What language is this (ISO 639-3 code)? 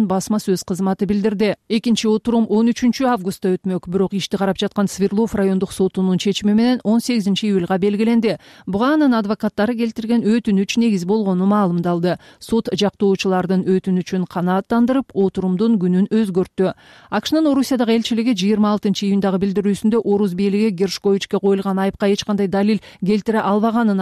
kir